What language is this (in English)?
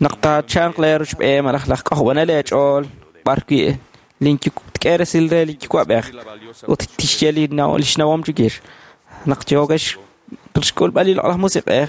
Kekchí